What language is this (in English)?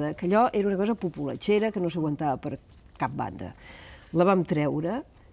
Catalan